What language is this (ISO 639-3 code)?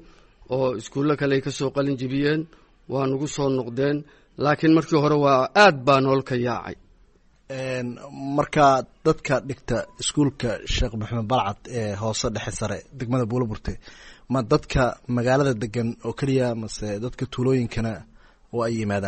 som